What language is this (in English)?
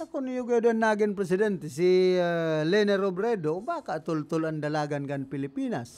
Bikol